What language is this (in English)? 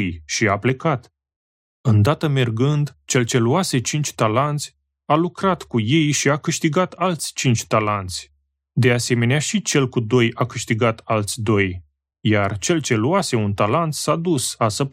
Romanian